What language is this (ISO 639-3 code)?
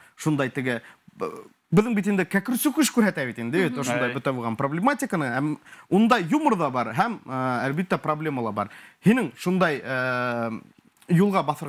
bak